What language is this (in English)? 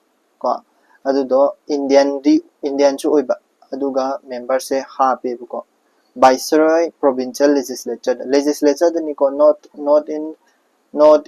Manipuri